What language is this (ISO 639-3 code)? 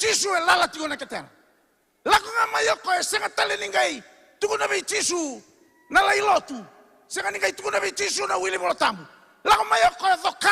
fij